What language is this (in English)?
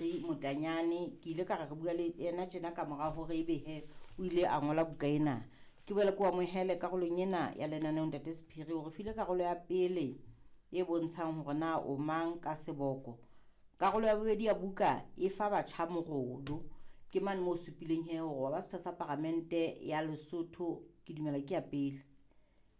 Southern Sotho